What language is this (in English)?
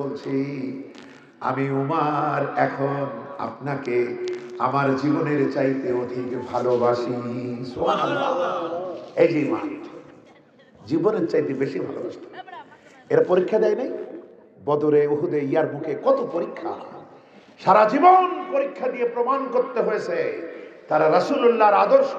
Bangla